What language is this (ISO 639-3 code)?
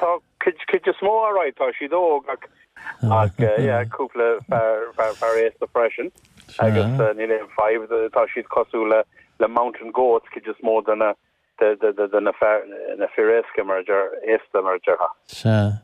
gle